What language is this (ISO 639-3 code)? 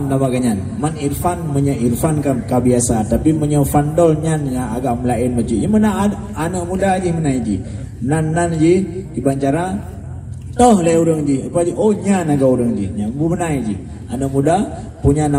ace